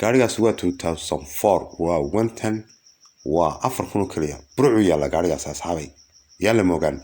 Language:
Somali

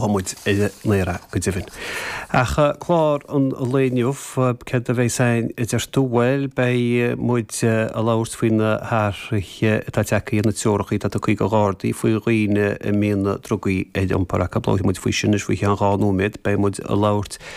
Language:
Irish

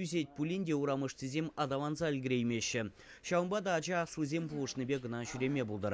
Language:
Chuvash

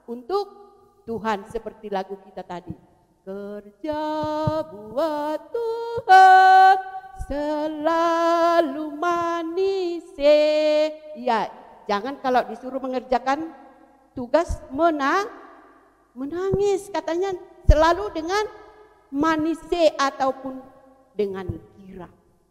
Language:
Indonesian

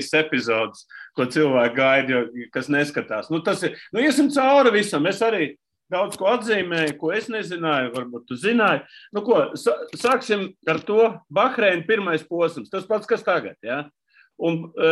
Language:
Latvian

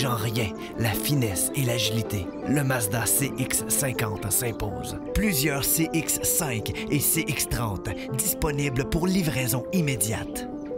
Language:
French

